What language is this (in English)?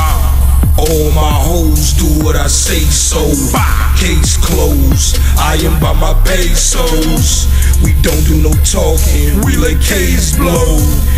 English